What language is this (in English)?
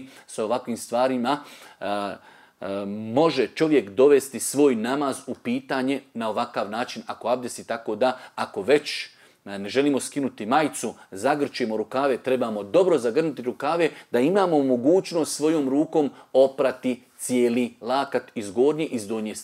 Bosnian